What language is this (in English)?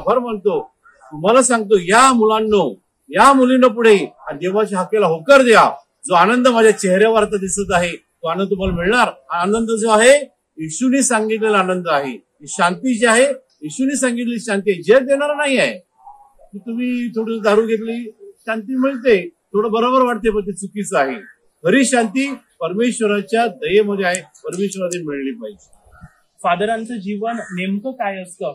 Marathi